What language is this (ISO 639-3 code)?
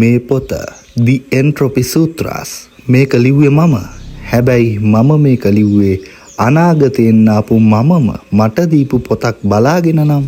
sin